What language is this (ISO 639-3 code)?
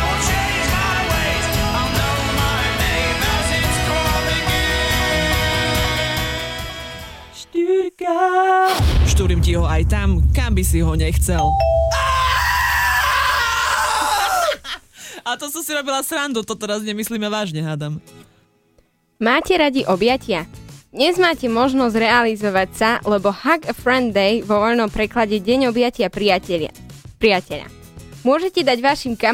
slk